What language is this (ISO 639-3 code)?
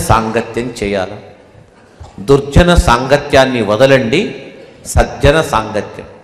tel